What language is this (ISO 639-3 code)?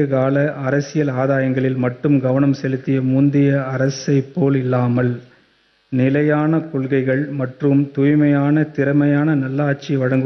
tam